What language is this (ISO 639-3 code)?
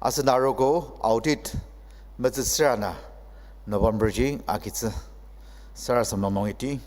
njo